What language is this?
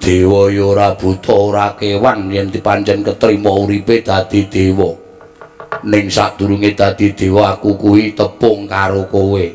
Javanese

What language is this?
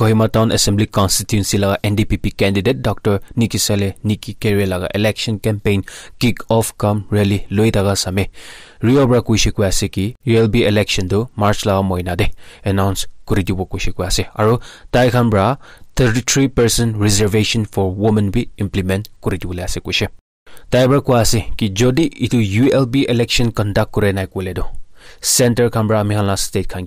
Naga Pidgin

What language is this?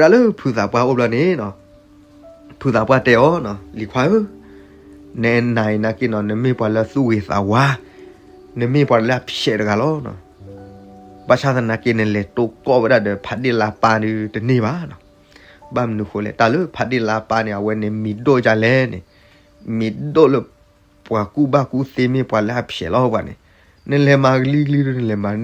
S'gaw Karen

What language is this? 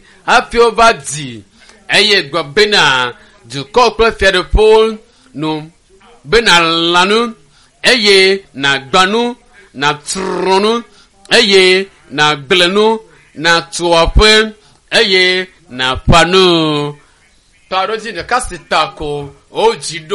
Ewe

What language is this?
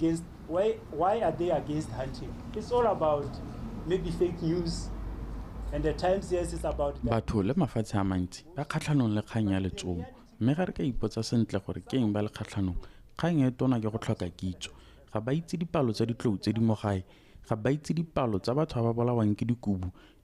Tswana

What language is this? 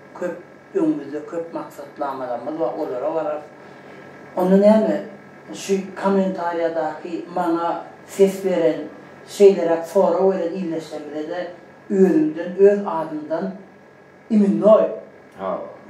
Turkmen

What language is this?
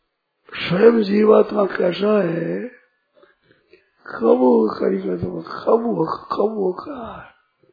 Hindi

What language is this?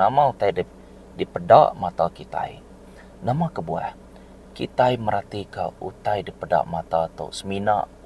Iban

